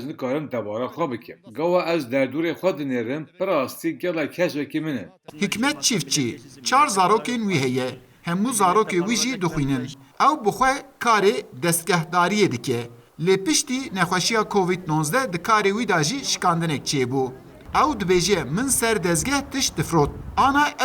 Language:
Kurdish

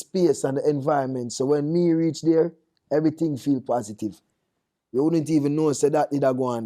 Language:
Jamaican Creole English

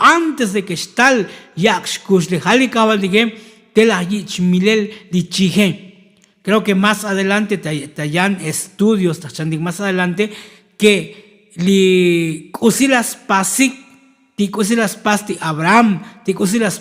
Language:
Tzotzil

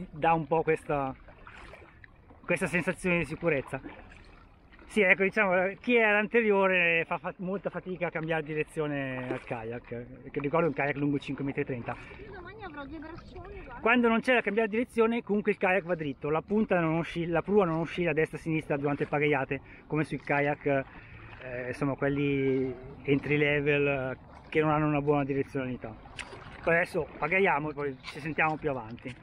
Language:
Italian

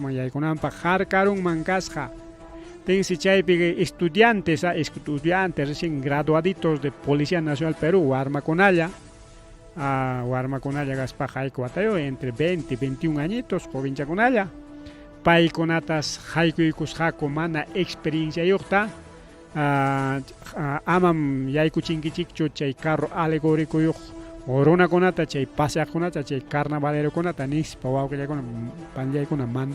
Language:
Ayacucho Quechua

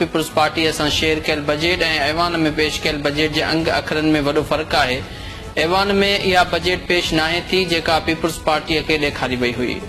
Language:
Sindhi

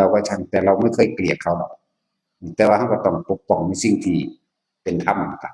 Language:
Northeastern Thai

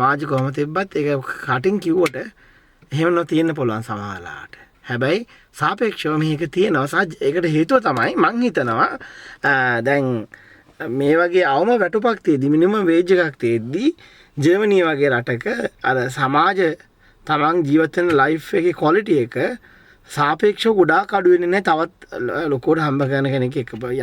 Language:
Sinhala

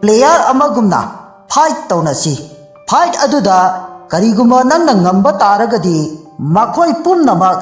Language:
Manipuri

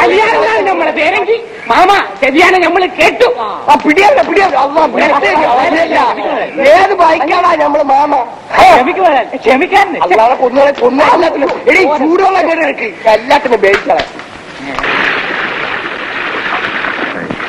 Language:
Malayalam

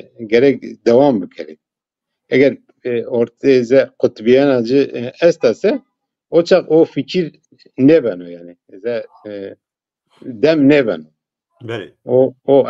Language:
Zaza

